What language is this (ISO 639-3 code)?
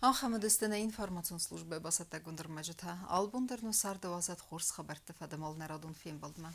oss